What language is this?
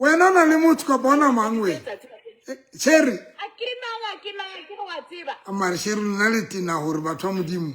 Southern Sotho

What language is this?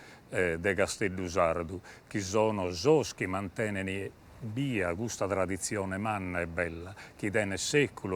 Sardinian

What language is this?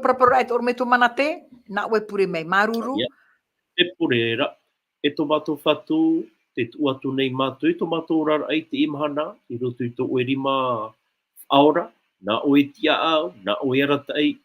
Tahitian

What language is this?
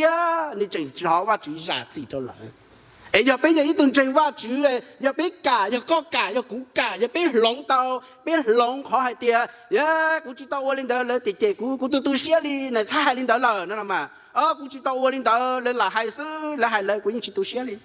Hmong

